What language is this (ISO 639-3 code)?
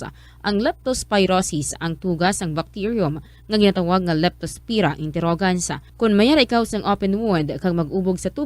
hil